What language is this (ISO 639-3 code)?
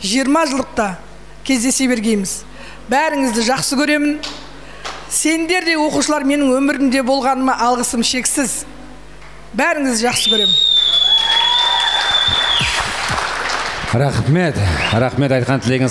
kaa